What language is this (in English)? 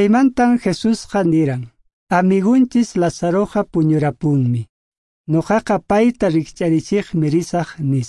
Quechua